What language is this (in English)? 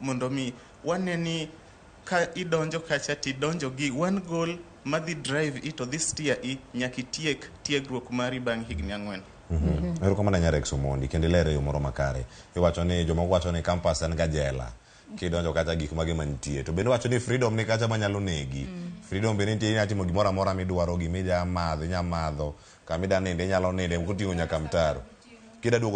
Luo (Kenya and Tanzania)